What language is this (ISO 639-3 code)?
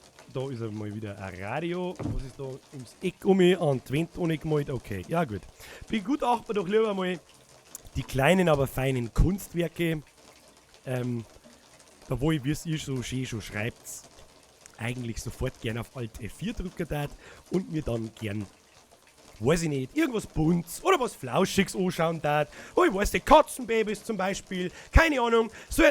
bar